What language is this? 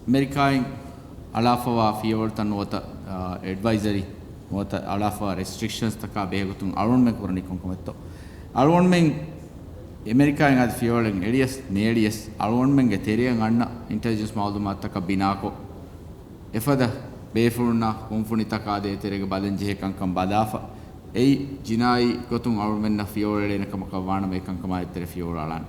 Divehi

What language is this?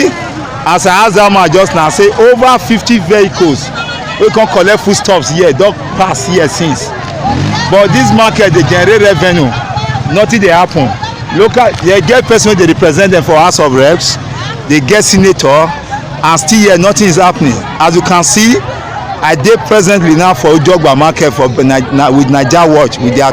Nigerian Pidgin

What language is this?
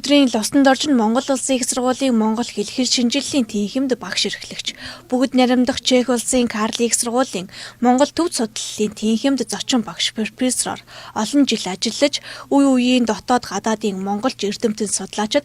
Mongolian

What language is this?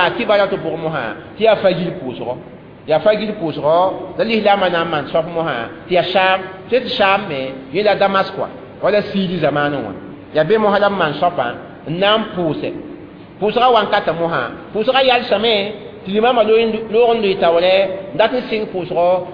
Mossi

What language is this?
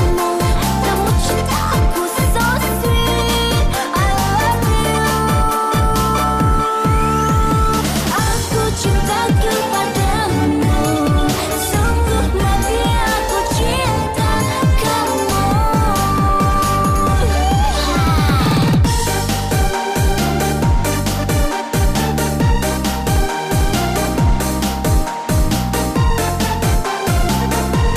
Indonesian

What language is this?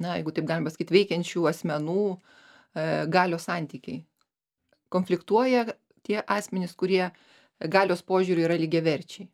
Lithuanian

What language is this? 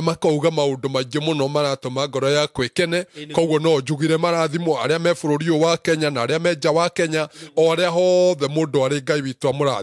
Kikuyu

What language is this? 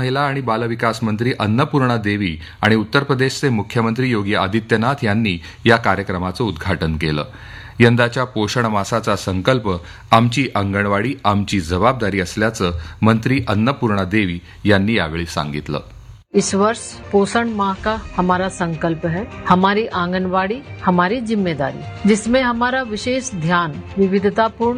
Marathi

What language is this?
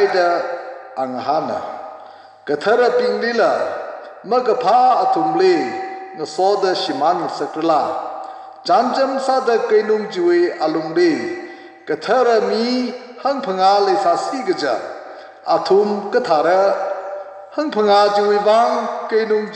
Tangkhul Naga (India)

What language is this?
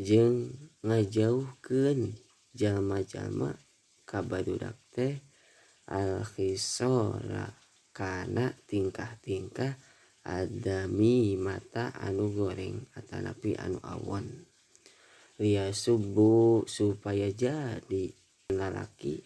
Sundanese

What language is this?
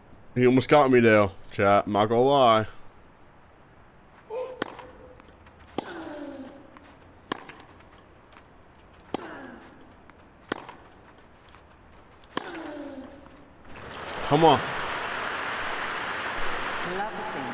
English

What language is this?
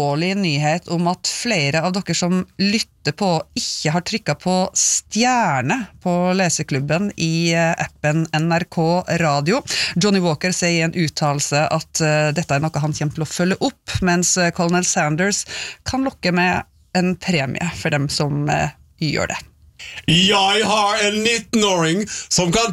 Norwegian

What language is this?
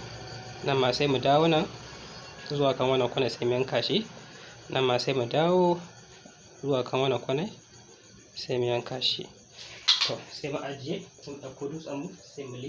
Hausa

